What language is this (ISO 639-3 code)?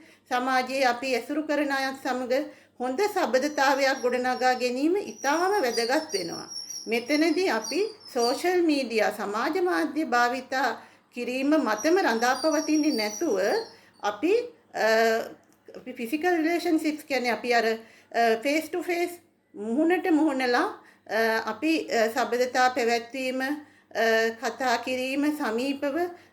sin